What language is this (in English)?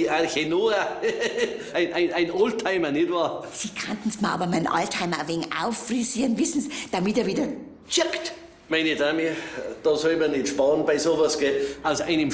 Bavarian